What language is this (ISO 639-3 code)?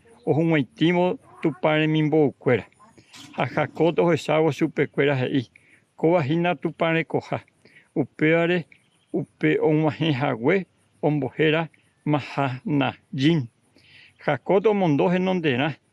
grn